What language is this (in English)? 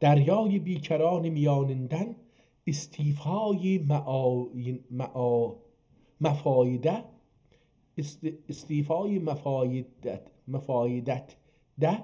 South Azerbaijani